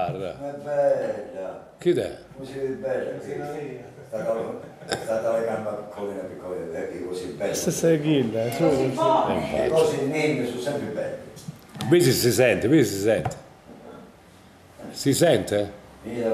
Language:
Italian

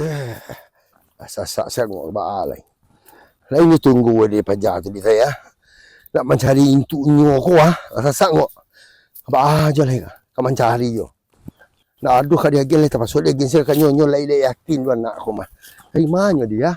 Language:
Minangkabau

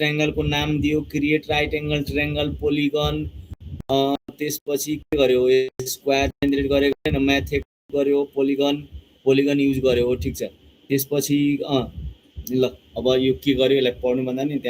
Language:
Nepali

